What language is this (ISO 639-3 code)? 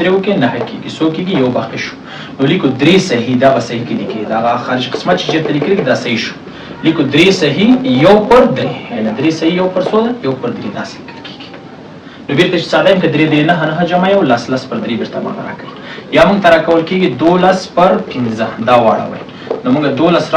pus